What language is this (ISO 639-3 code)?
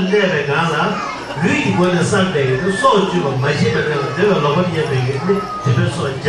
bod